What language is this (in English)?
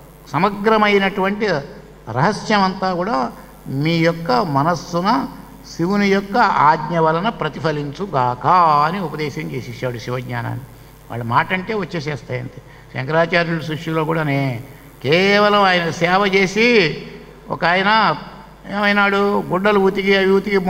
Telugu